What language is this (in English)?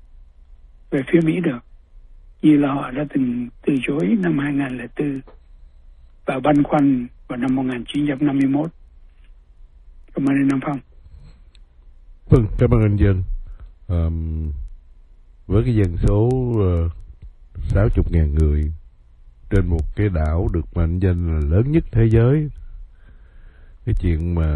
Vietnamese